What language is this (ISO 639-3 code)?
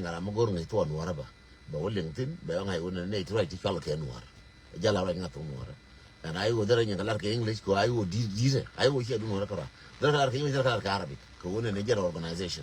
nus